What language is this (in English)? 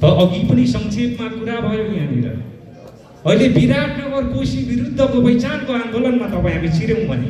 Nepali